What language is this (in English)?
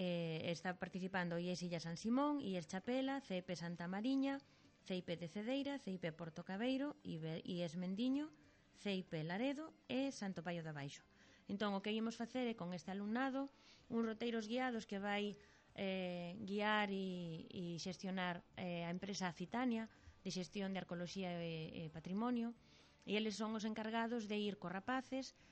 Galician